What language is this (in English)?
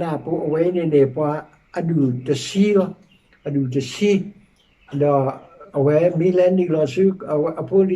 S'gaw Karen